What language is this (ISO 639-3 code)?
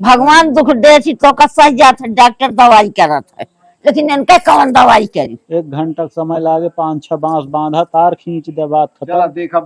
awa